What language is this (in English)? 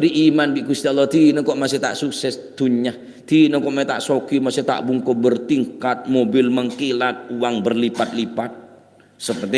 Madurese